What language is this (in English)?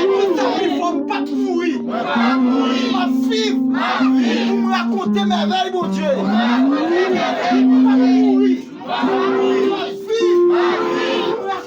Haitian Creole